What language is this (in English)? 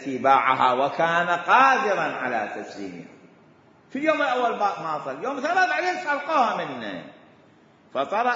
Mesopotamian Arabic